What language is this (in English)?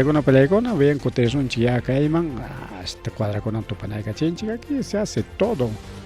Ayacucho Quechua